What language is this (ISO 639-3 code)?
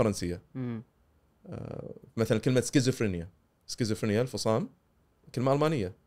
afb